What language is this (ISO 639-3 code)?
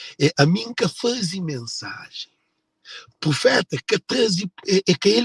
kea